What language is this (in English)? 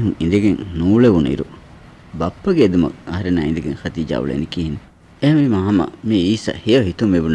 Divehi